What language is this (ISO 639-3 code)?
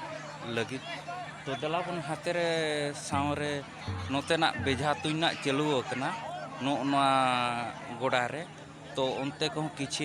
sat